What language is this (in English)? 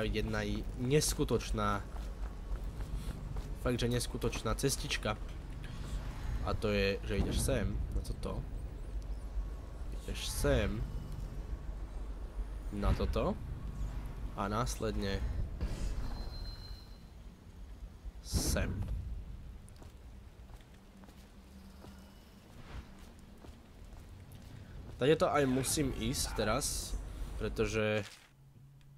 Slovak